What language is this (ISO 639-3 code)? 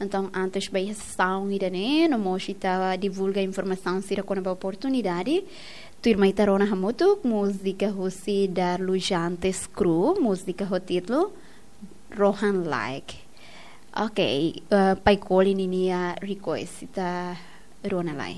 tet